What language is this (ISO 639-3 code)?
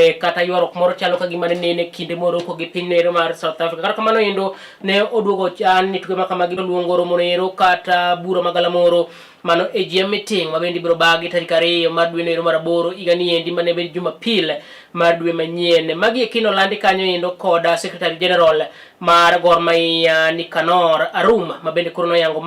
luo